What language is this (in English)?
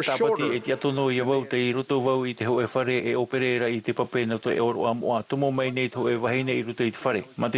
Tahitian